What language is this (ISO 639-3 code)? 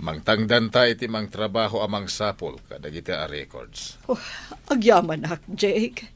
ilo